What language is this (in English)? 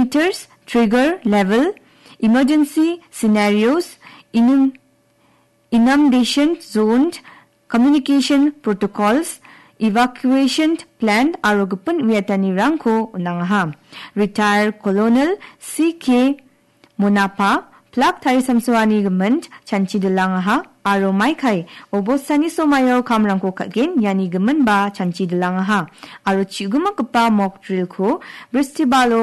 Garo